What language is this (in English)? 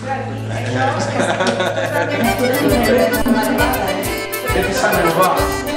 Catalan